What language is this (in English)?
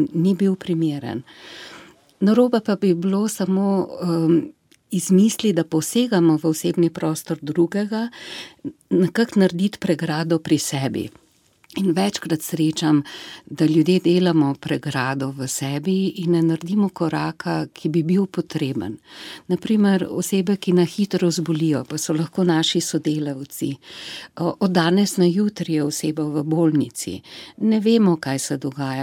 Slovenian